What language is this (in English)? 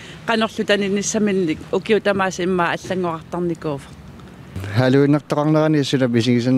Kalaallisut